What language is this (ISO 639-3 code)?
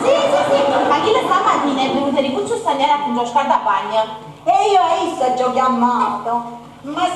nap